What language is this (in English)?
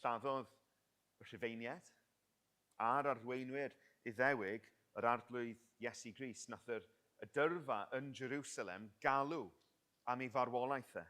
Welsh